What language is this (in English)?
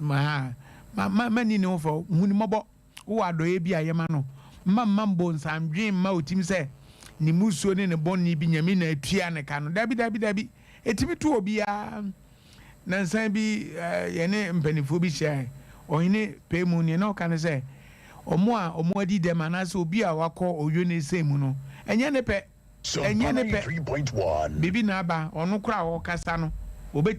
Akan